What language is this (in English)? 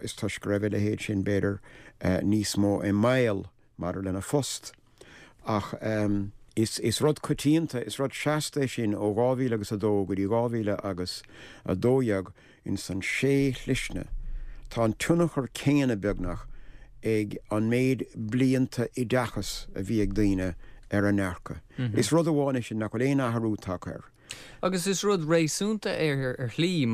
Irish